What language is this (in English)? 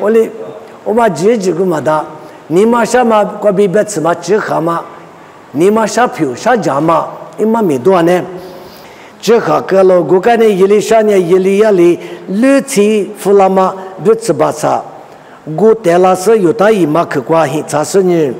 Lisu